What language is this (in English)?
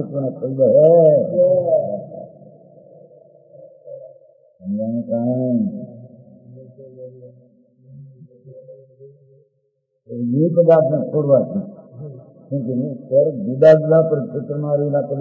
Gujarati